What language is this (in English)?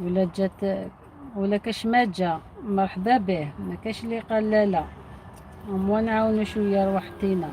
Algerian Arabic